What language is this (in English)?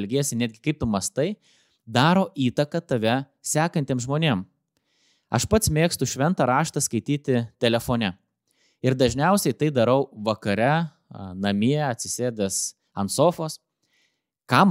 Lithuanian